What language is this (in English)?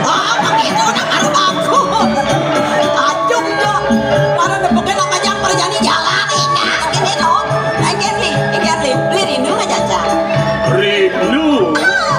Balinese